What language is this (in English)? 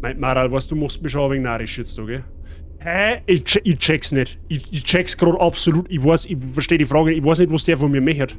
Bavarian